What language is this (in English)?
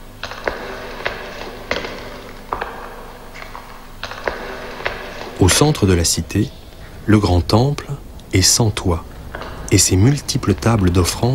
French